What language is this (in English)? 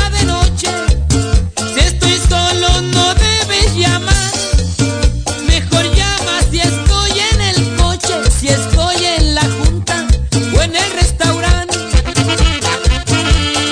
Spanish